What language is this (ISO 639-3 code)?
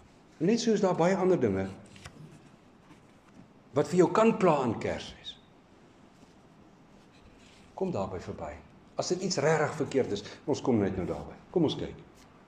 afr